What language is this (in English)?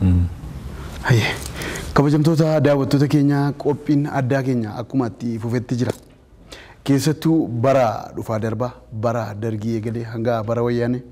Oromo